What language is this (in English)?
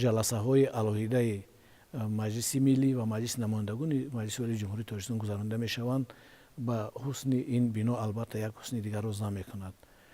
Tajik